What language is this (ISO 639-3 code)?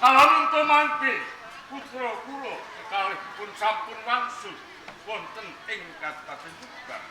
jav